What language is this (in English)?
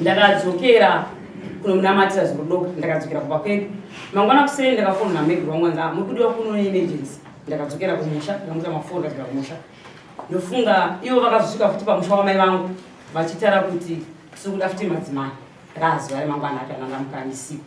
Shona